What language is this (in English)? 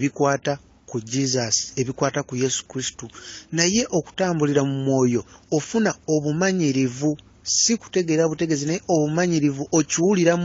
Ganda